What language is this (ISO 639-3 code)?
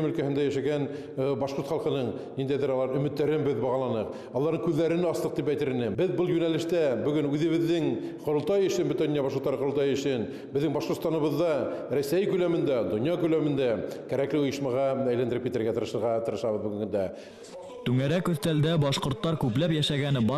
bak